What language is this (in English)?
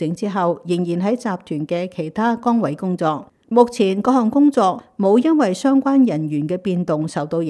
Cantonese